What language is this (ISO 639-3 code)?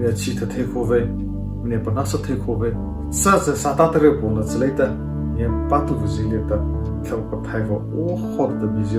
mrh